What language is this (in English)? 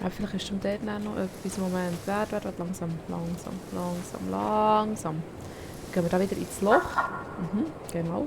Swiss German